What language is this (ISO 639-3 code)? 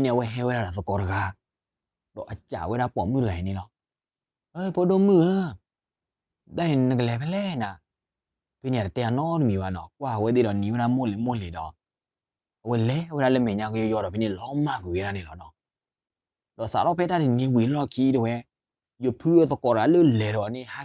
ksw